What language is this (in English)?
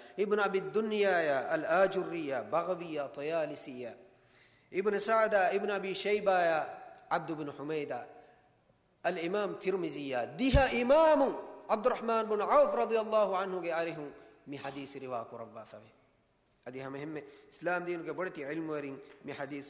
Divehi